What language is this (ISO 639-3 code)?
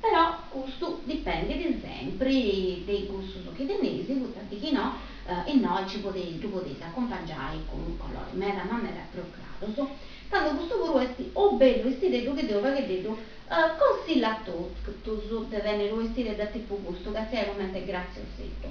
srd